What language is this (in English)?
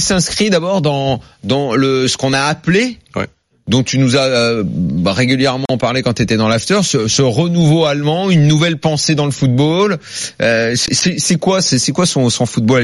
French